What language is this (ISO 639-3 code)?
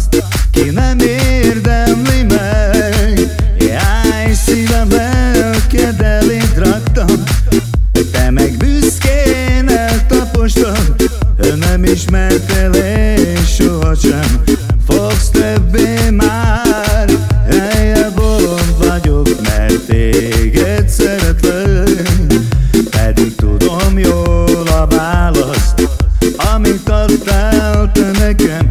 hun